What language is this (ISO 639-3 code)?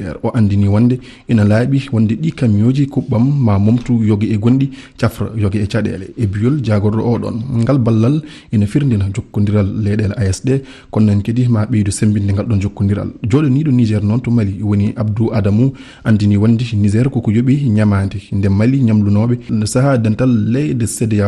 ful